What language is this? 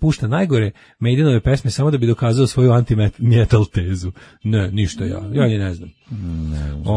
Serbian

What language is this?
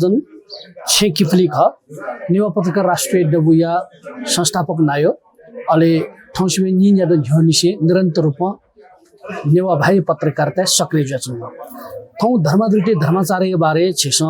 Newari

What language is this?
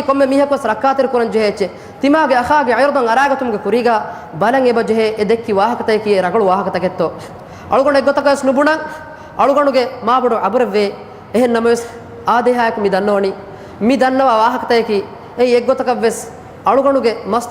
Divehi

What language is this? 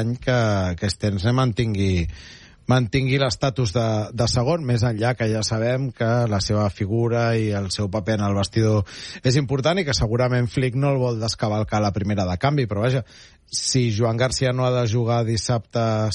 Catalan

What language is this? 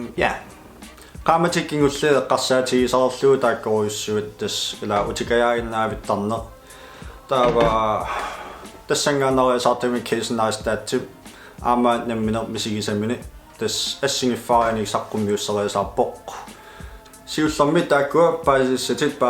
Kalaallisut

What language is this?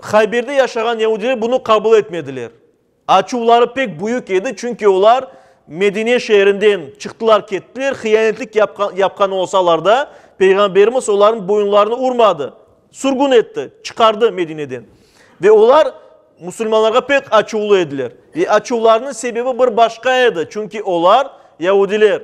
Crimean Tatar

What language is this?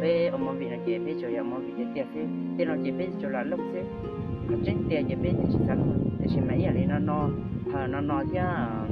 Hmong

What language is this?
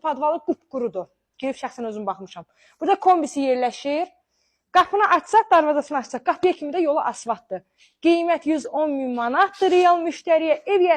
Azerbaijani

